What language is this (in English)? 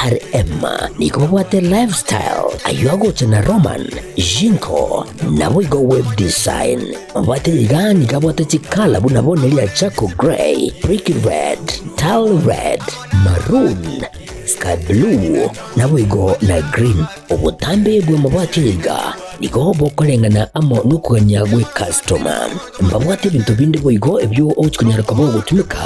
Gusii